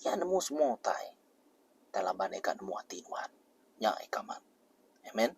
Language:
Iban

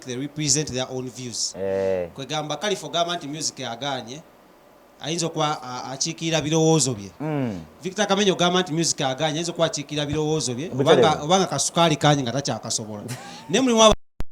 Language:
Ganda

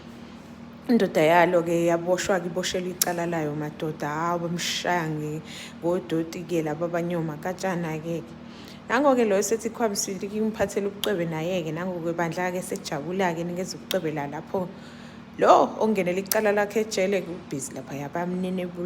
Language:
Zulu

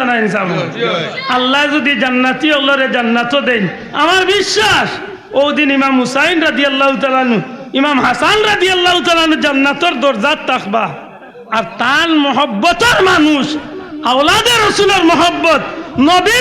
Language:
Sylheti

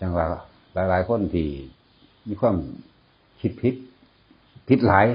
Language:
Northeastern Thai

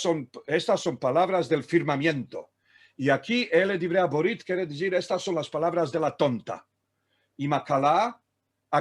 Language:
Ladino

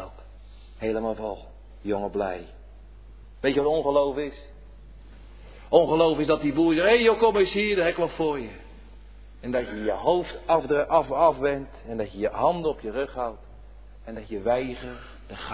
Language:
Dutch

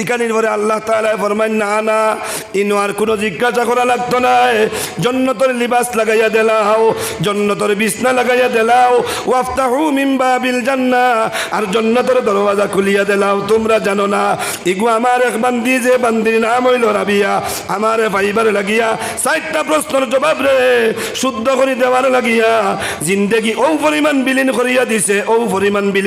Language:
Sylheti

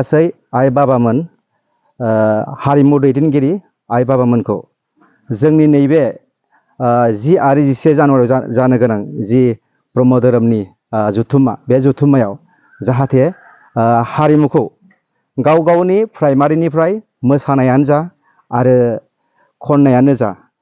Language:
Bodo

